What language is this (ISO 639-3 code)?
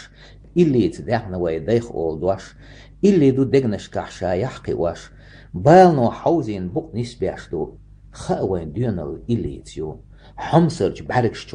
che